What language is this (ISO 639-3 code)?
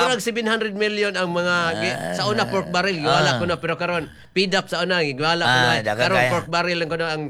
ceb